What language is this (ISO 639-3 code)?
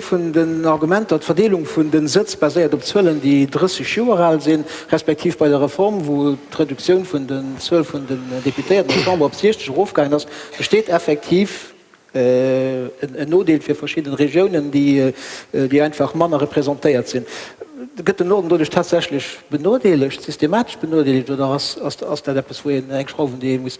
ltz